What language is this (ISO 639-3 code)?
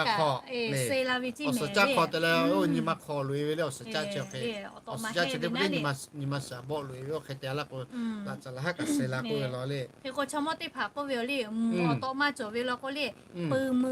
lhu